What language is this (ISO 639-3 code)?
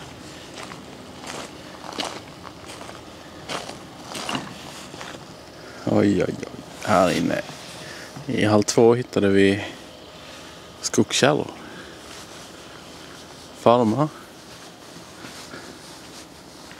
swe